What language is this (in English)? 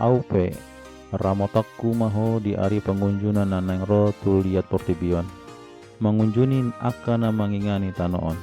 Batak Toba